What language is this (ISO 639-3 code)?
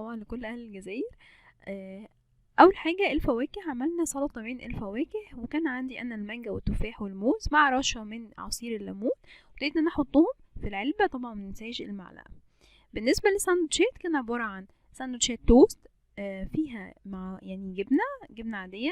arz